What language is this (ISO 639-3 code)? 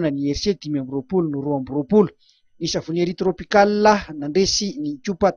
mlg